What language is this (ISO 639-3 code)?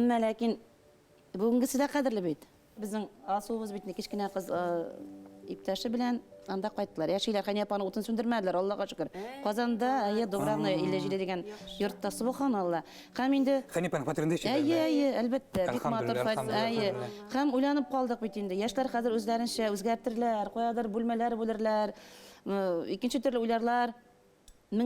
bak